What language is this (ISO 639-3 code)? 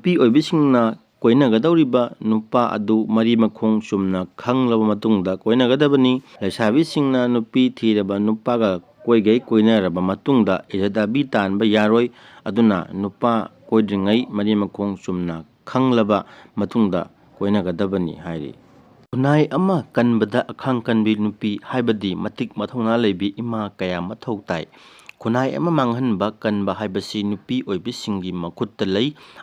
mni